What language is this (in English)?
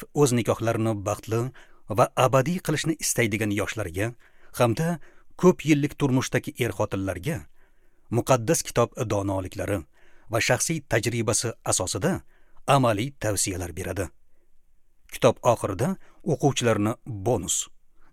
Uzbek